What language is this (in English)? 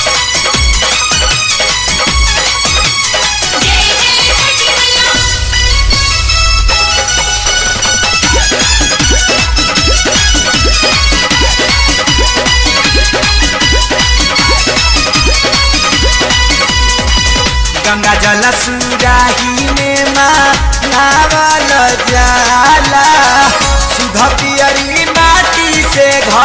Bhojpuri